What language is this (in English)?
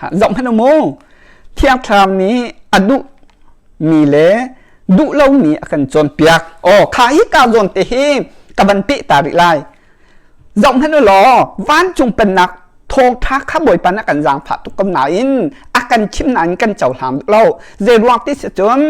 Hakha Chin